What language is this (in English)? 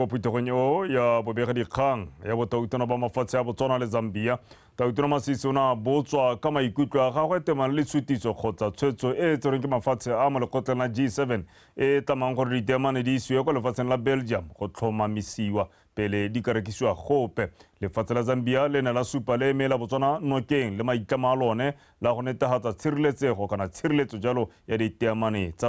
Tswana